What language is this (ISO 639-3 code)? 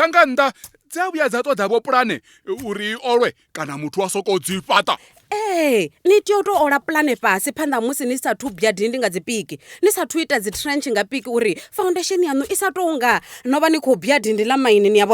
ven